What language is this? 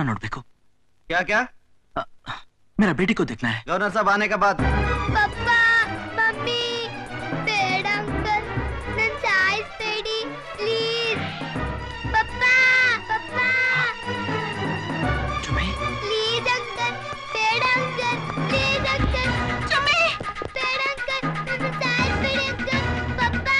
Kannada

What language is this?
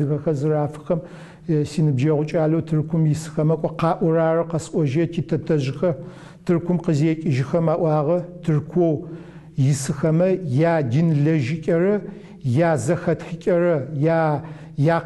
Adyghe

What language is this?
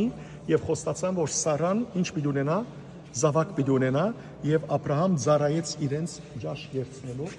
Western Armenian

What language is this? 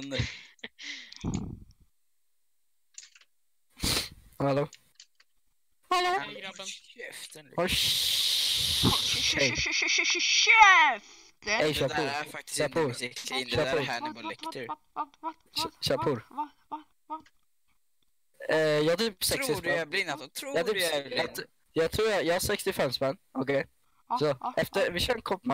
Swedish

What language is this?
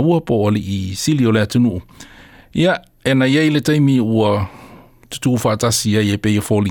Samoan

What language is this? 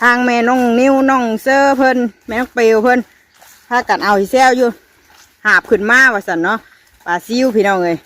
Northeastern Thai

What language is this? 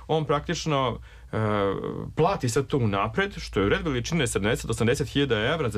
Serbian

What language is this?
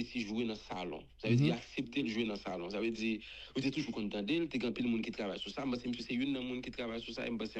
Haitian Creole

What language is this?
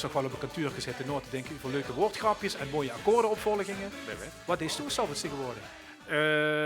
Limburgish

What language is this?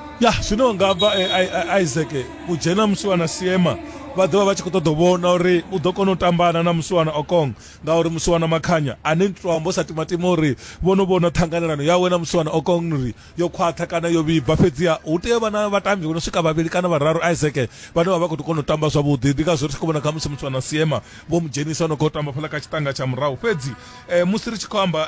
Venda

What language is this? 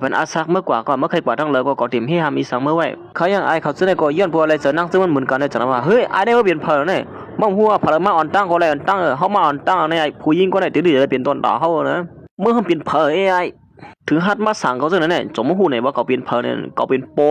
Shan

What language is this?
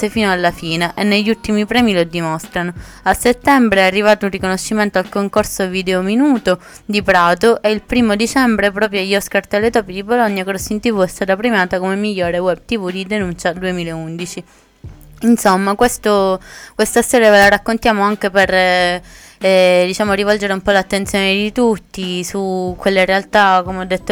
Italian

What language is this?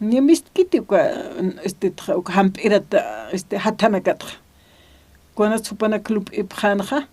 Aymara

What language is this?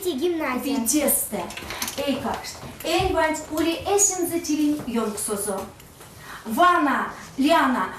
Erzya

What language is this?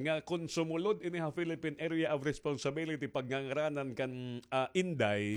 Waray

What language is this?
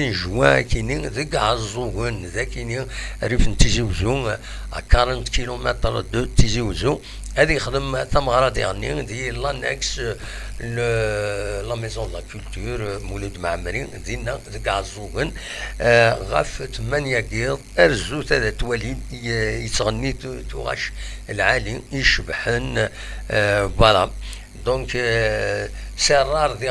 Kabyle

